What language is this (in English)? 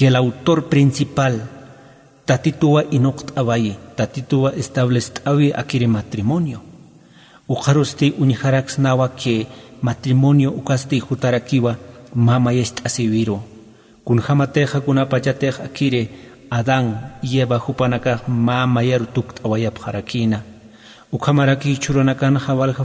Aymara